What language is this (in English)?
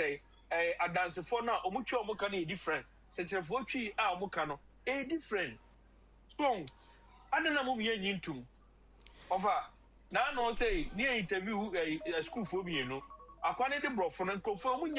Akan